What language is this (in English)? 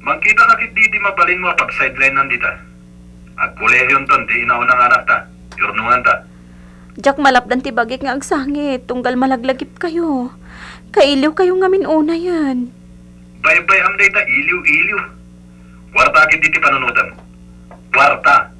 Iloko